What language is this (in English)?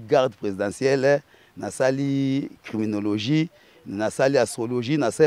Lingala